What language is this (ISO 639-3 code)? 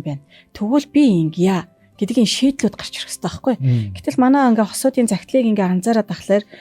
mon